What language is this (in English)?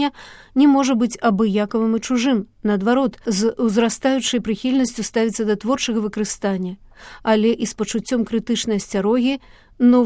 Belarusian